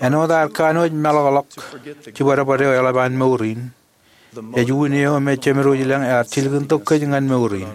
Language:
Marshallese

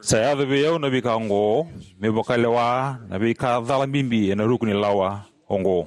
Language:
Fijian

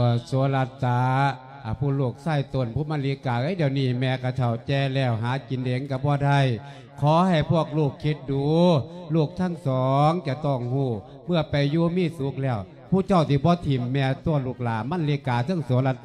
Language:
Lao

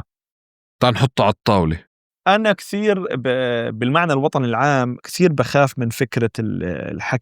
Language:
North Levantine Arabic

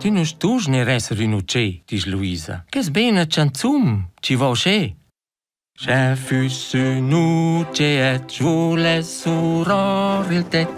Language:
Romansh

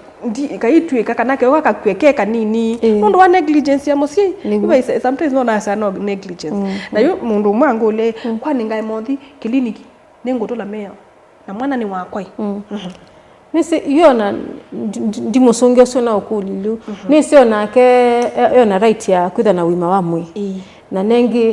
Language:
Kamba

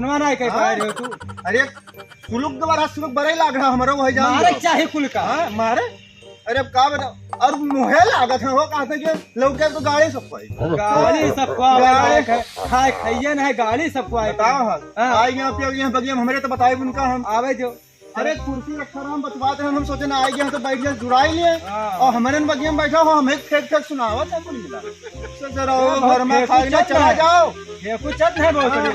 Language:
Awadhi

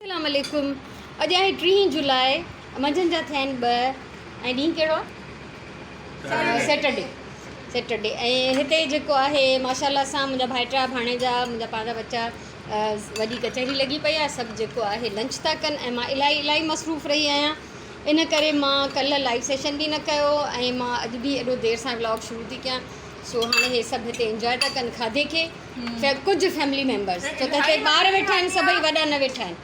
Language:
Sindhi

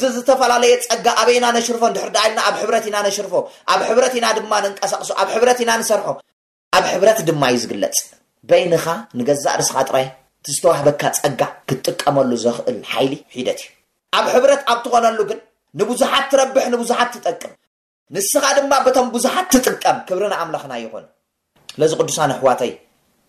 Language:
Tigrinya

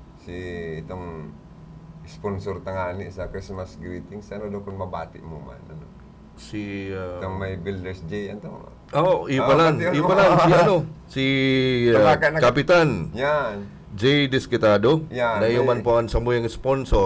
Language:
Bikol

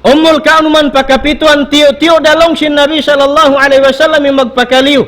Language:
Tausug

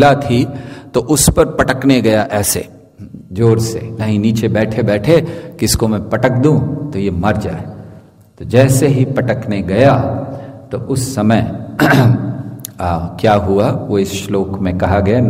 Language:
Hindi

